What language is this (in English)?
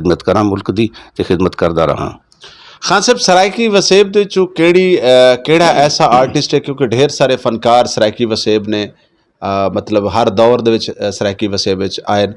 Saraiki